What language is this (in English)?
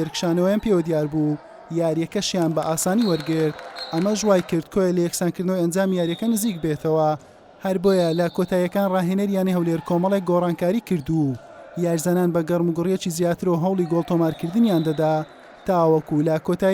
Central Kurdish